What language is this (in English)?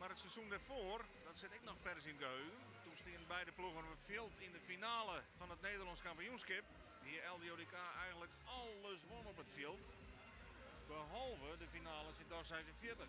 Western Frisian